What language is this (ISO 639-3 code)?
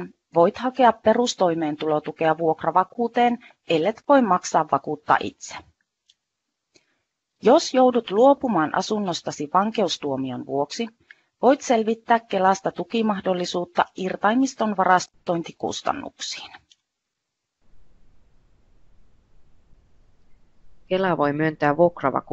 fin